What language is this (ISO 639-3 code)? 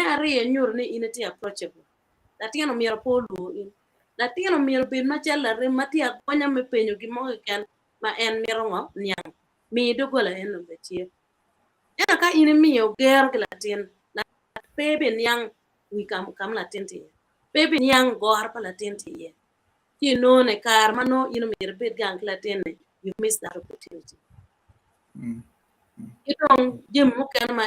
ach